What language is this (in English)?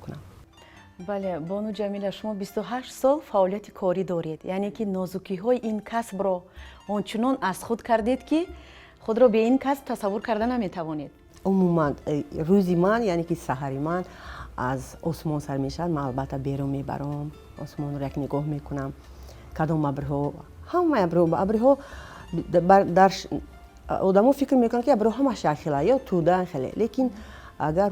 Tajik